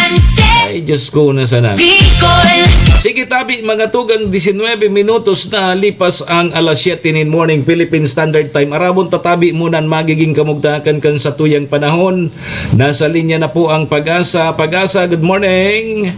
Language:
Bikol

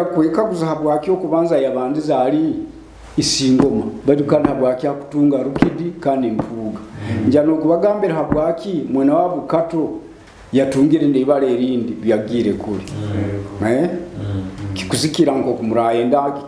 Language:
Nyoro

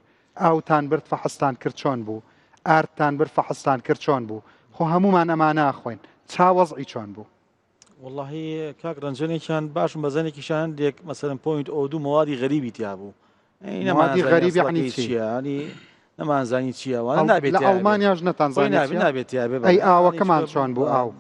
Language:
Central Kurdish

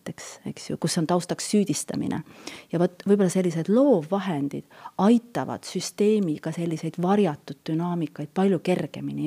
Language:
Estonian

